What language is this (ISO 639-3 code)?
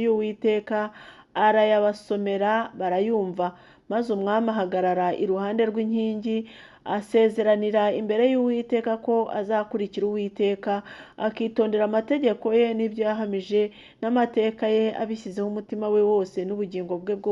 kin